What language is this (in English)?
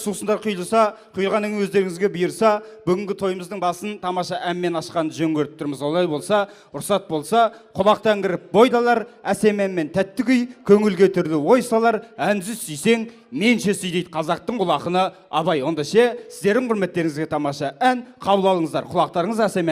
Kazakh